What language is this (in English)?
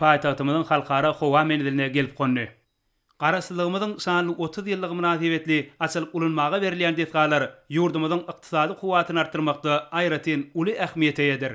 Turkmen